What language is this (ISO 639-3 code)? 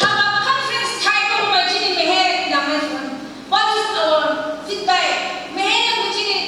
nph